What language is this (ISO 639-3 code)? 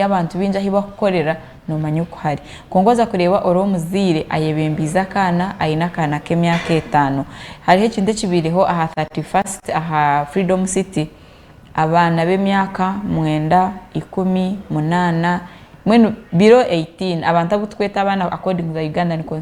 nyn